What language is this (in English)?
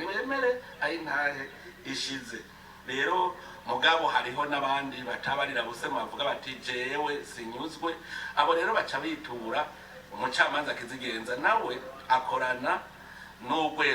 Rundi